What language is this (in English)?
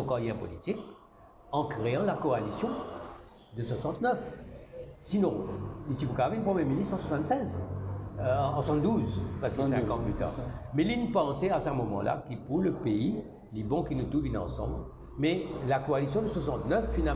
Morisyen